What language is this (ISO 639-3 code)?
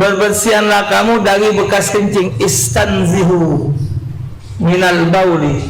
mui